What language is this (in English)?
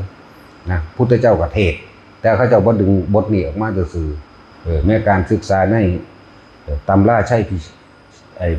Northeastern Thai